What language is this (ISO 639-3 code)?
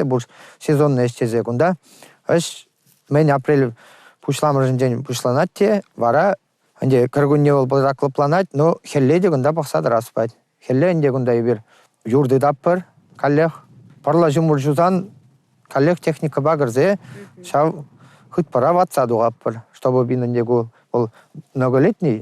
chv